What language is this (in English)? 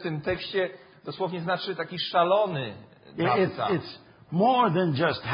Polish